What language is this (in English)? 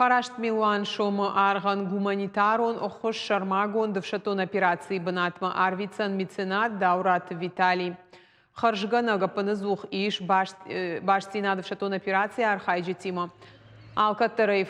Ossetic